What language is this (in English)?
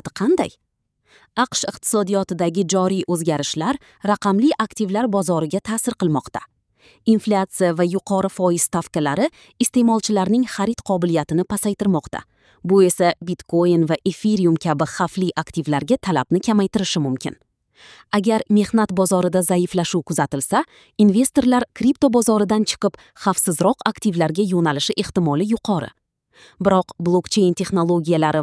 Uzbek